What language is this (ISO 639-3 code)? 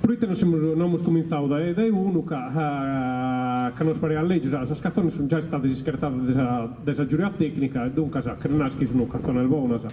srd